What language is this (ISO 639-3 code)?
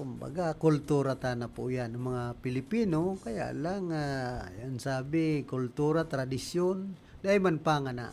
bik